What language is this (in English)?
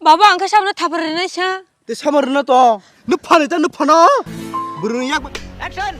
Kok Borok